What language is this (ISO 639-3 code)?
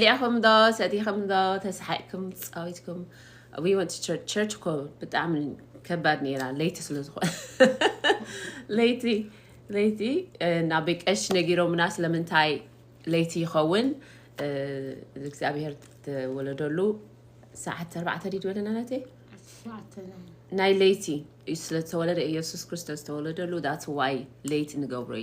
tir